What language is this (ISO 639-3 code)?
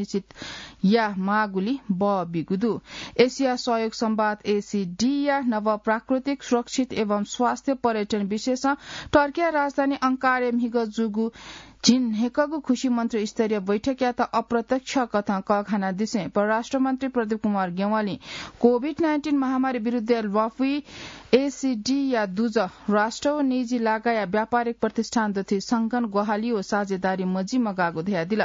new